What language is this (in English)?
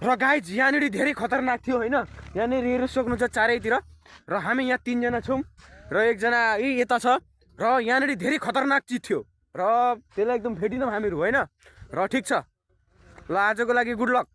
Nepali